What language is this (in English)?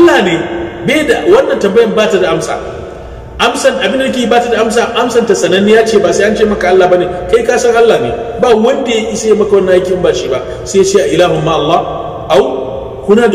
Hausa